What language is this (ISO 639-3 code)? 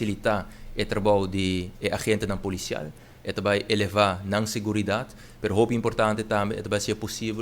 pap